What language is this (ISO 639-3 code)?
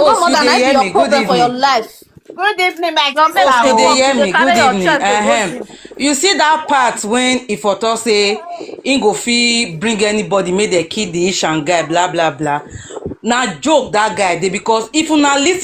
pcm